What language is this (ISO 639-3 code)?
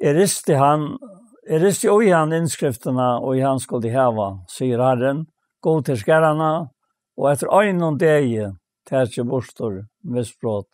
fao